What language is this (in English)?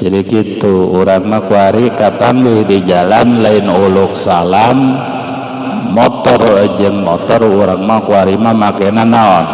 Sundanese